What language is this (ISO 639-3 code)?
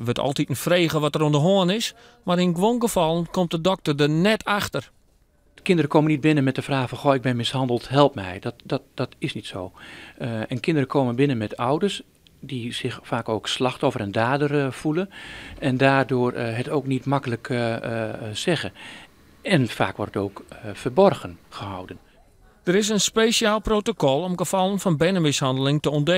fry